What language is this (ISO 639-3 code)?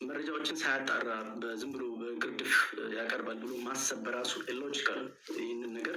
amh